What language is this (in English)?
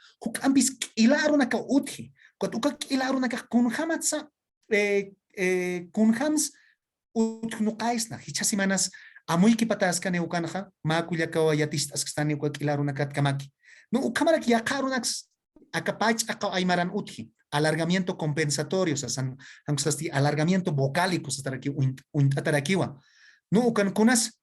Aymara